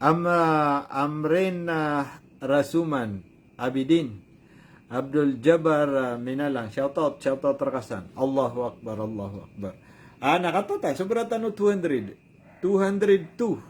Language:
Maranao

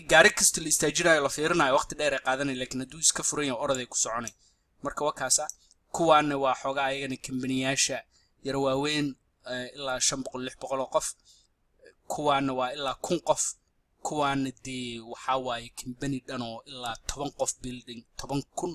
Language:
Somali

